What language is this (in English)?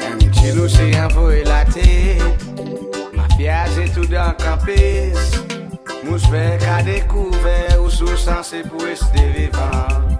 Seselwa Creole French